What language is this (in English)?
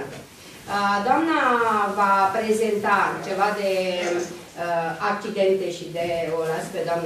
Romanian